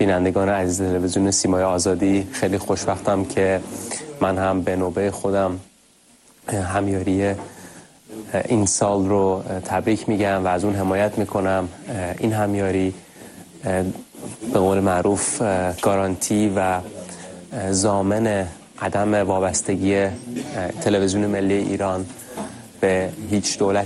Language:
Persian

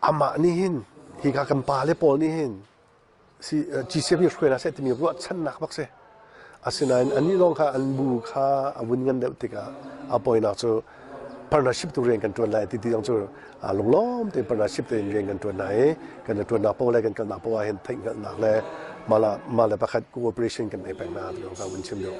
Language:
Hakha Chin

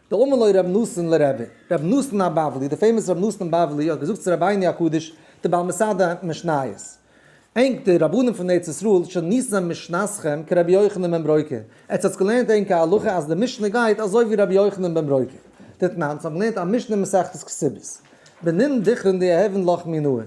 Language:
Yiddish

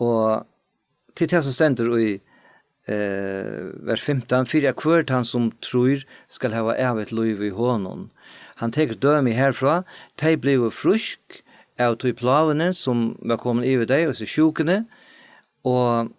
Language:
Faroese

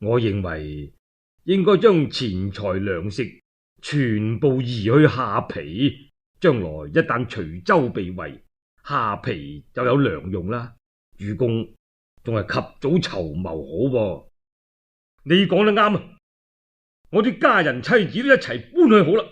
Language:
Cantonese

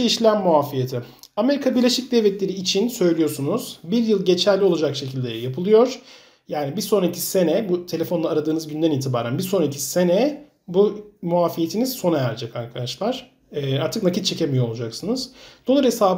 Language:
Turkish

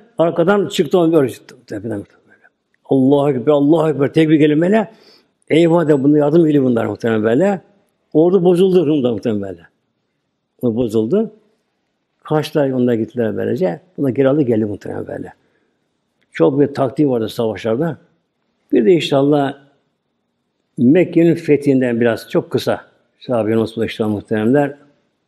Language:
Turkish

